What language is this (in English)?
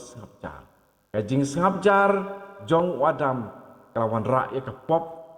Khasi